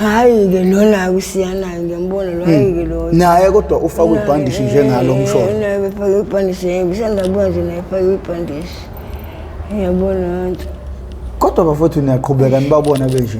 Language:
Zulu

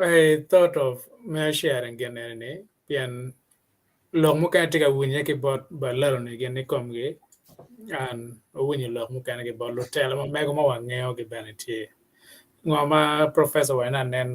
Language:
Acoli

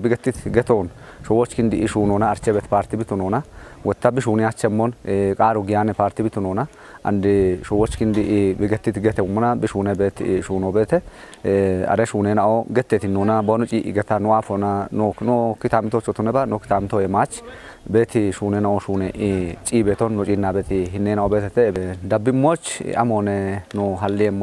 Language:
Kafa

